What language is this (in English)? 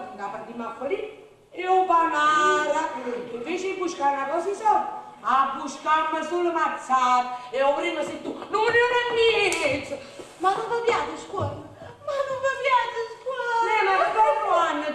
Neapolitan